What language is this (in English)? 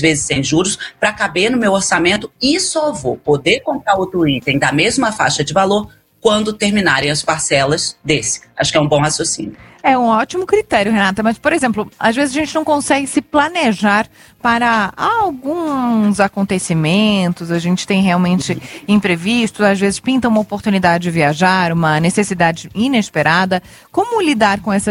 Portuguese